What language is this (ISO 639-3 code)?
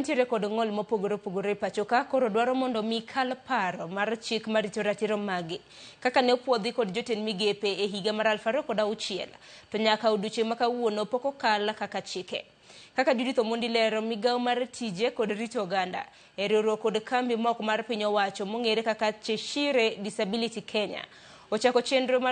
luo